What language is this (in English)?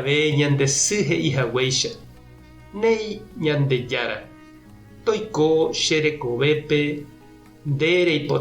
Guarani